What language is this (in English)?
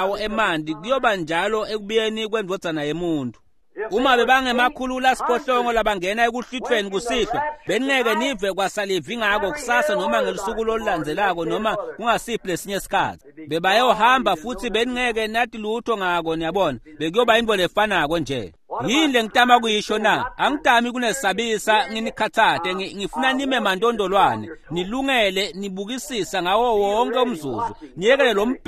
Swati